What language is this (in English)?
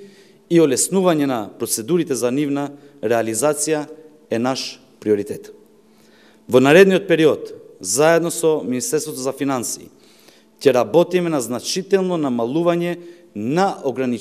Macedonian